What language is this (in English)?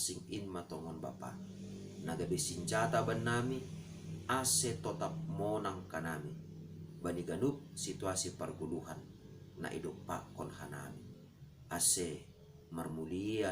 Batak Simalungun